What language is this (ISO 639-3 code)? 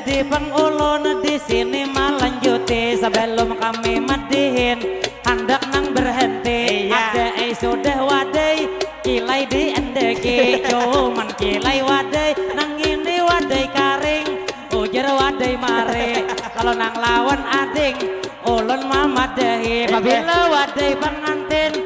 bjn